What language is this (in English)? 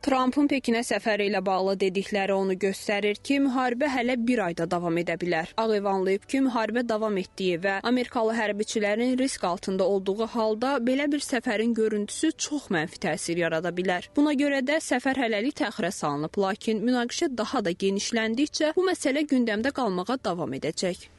Azerbaijani